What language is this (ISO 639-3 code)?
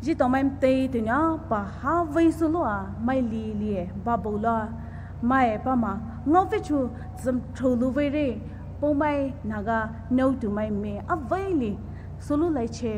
pmx